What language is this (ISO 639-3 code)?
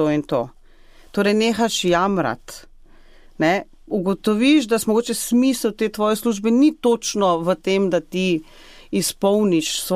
slv